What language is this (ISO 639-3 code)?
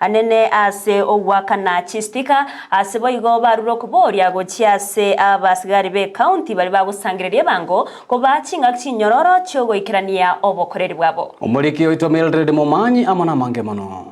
guz